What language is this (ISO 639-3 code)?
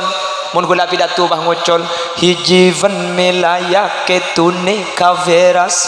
mad